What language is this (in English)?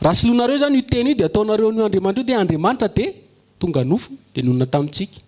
Malagasy